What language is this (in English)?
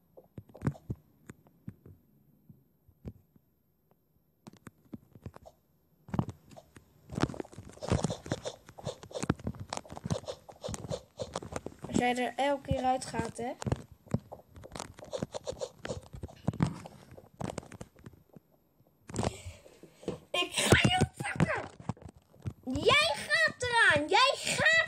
Dutch